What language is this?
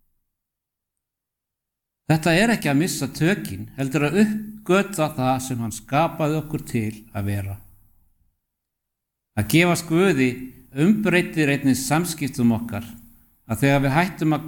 Icelandic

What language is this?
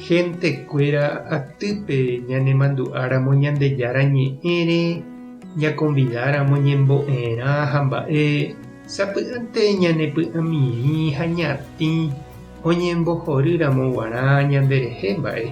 Guarani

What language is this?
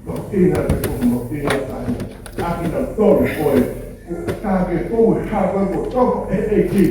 Tongan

